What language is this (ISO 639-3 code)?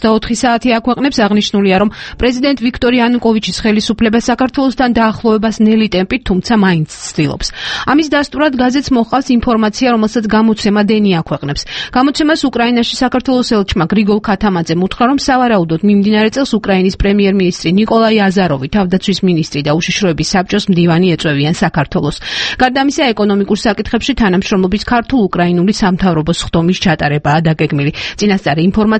kat